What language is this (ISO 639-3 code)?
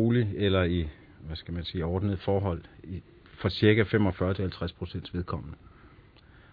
dan